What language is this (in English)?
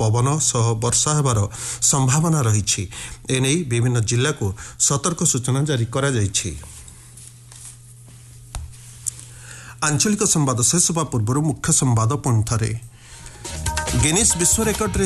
Odia